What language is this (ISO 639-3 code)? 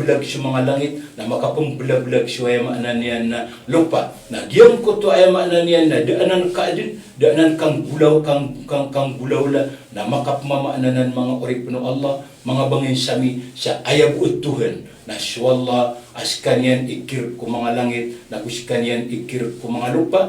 mrw